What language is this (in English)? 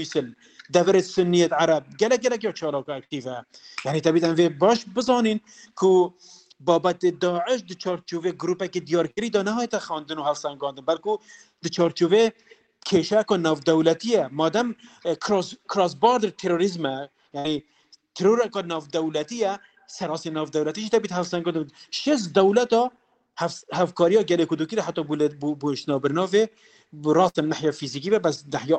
Kurdish